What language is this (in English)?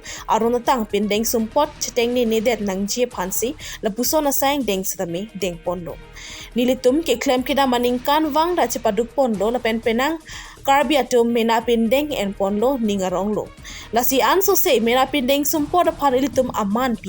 Karbi